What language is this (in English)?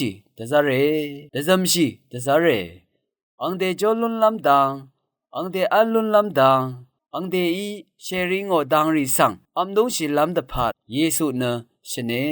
Rawang